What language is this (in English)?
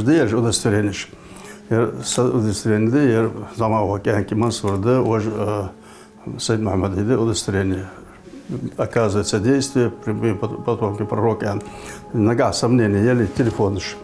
Ingush